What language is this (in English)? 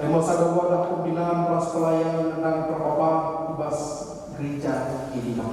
Batak Karo